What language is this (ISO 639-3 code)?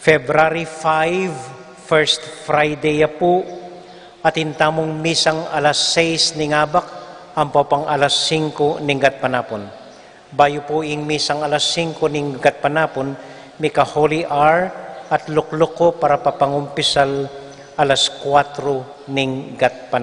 pam